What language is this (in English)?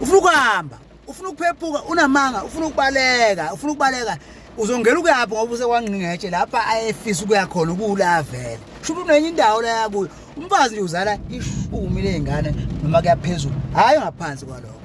Zulu